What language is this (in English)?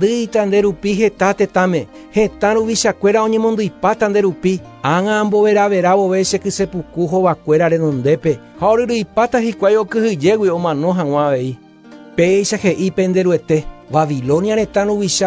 Guarani